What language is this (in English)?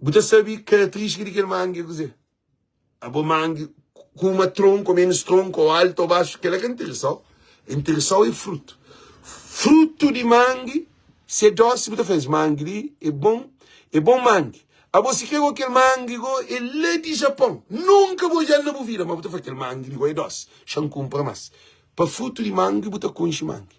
Kabuverdianu